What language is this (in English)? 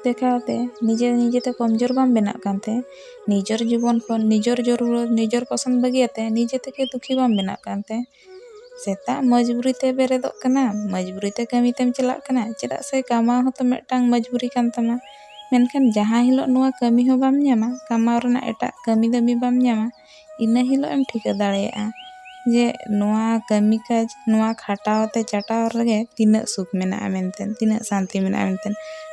Santali